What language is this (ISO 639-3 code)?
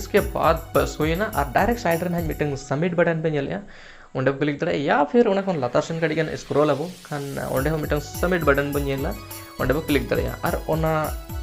sat